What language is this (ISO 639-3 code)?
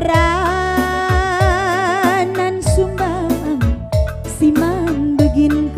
btx